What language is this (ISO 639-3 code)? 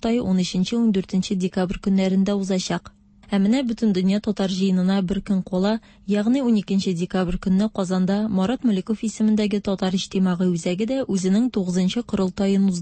tat